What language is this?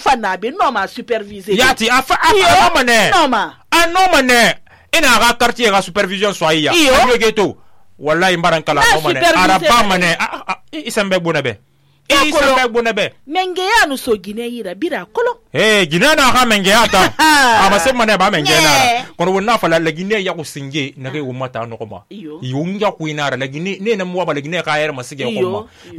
Susu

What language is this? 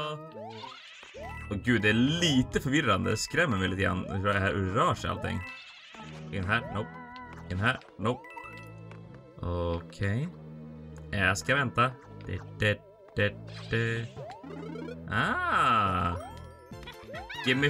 Swedish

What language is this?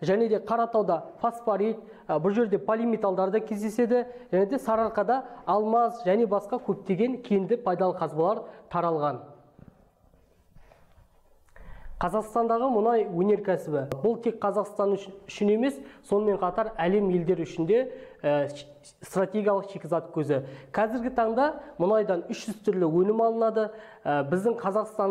Kazakh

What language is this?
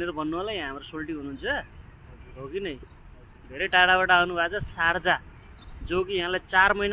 Nepali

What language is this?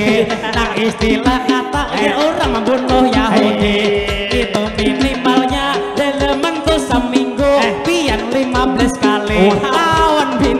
Banjar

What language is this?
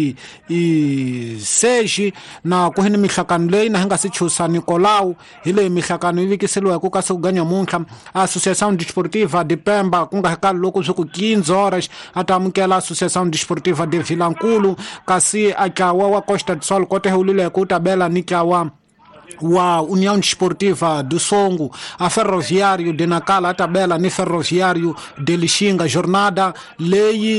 Tsonga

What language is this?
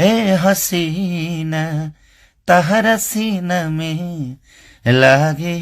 Bhojpuri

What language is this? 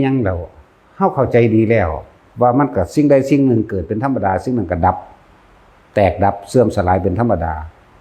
Northeastern Thai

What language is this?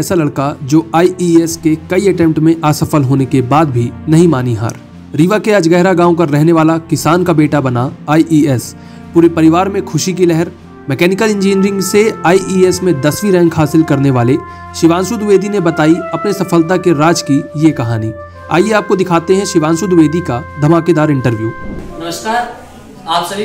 Hindi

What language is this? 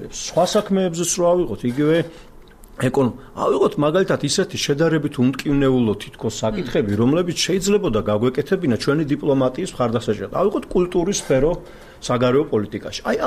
Georgian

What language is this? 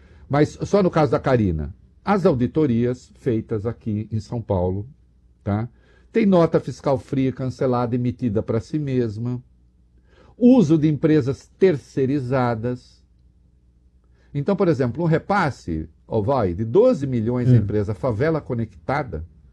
Portuguese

